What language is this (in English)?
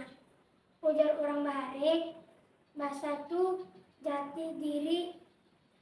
Banjar